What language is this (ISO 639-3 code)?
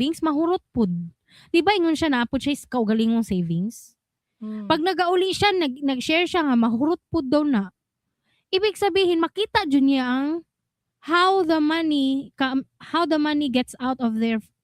ceb